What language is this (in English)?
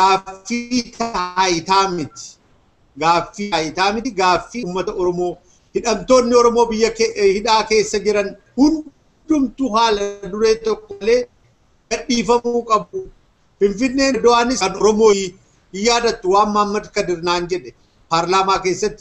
Oromo